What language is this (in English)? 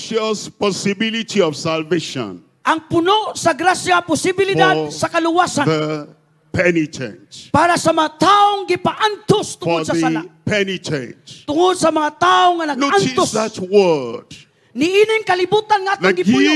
Cebuano